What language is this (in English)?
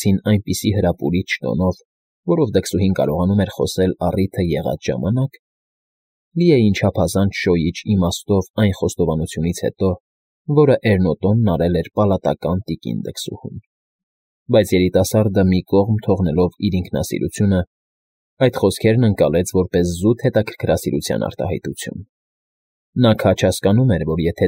Armenian